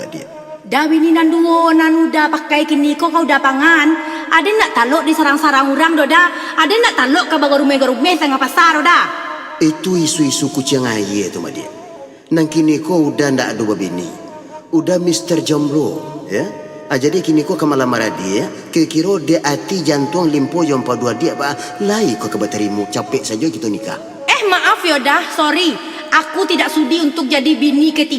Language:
Minangkabau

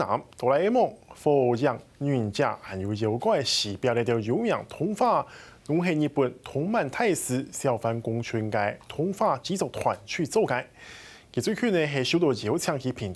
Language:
Hakka Chinese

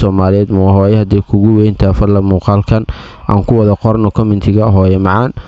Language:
Somali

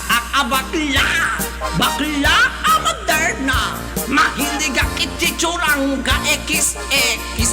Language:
Iloko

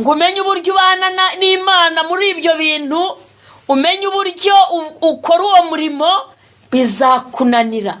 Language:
Kinyarwanda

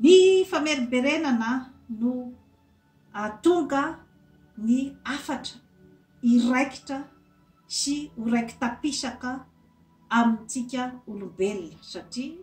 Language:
Malagasy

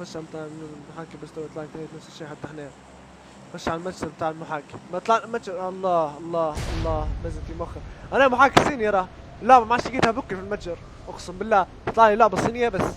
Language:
Libyan Arabic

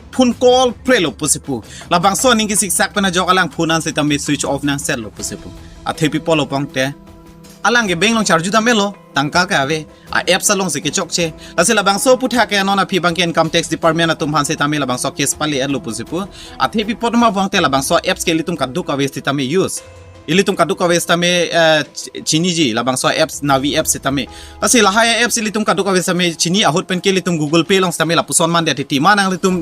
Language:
Karbi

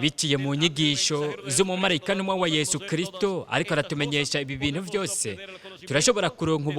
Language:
Rundi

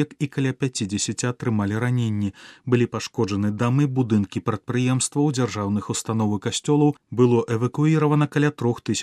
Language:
Belarusian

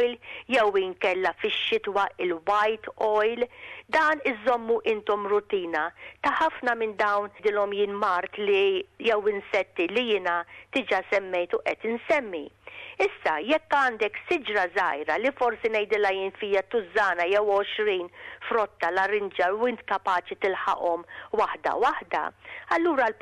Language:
Maltese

